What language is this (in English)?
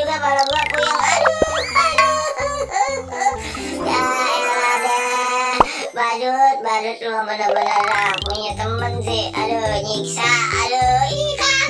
Betawi